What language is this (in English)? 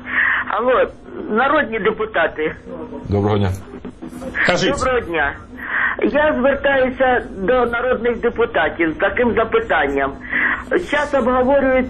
Ukrainian